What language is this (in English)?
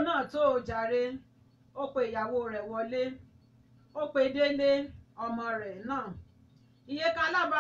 Yoruba